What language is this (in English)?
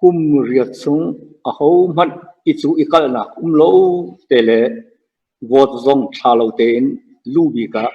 Hakha Chin